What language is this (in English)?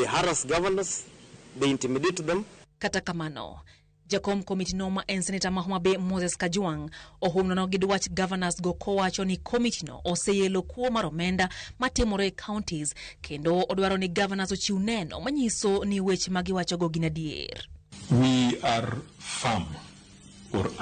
Luo (Kenya and Tanzania)